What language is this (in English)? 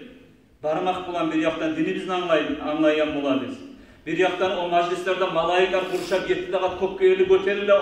Kumyk